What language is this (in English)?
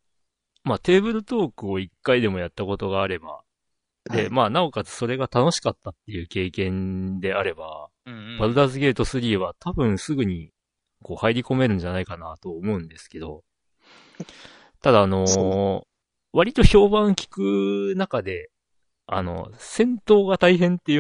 Japanese